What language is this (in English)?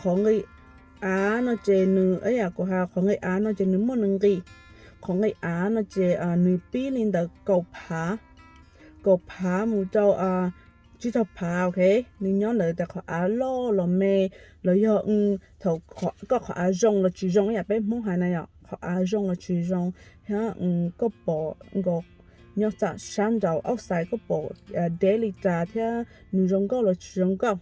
Hmong